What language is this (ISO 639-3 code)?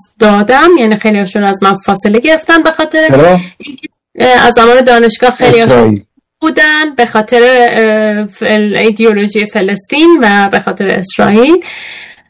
fas